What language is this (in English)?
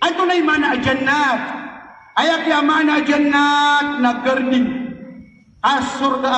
Maranao